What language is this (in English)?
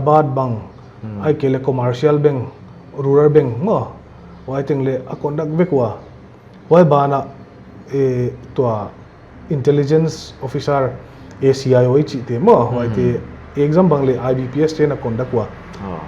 Paite Chin